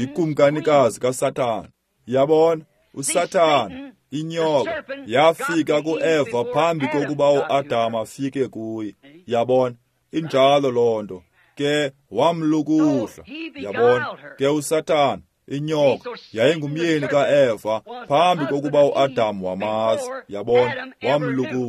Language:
Xhosa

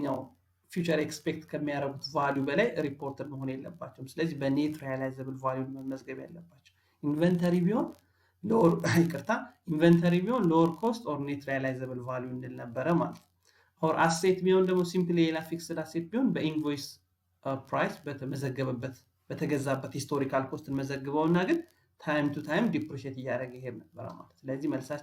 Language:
Amharic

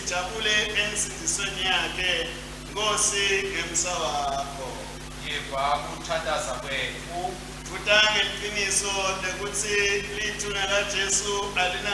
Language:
Swati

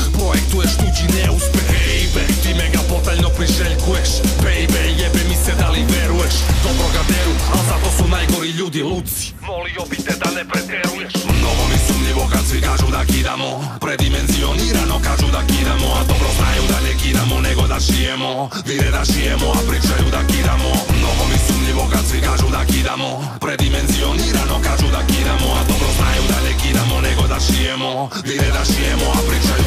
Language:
Serbian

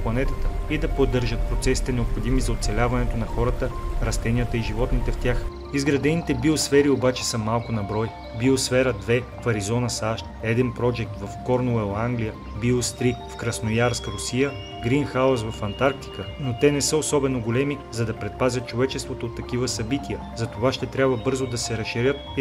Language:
Bulgarian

